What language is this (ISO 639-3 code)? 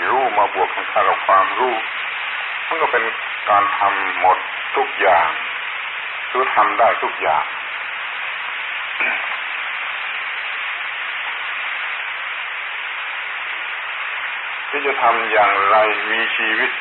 tha